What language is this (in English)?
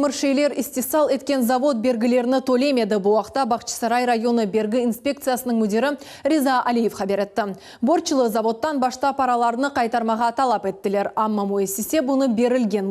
Crimean Tatar